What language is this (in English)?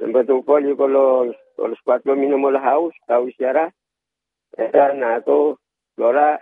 Bislama